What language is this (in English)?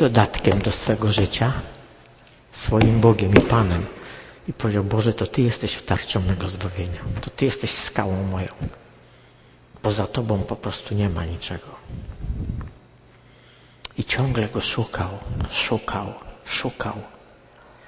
Polish